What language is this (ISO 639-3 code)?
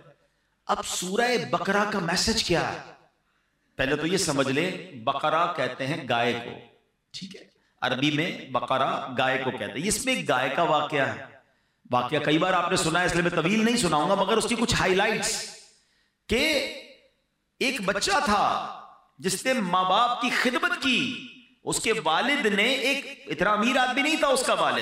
hin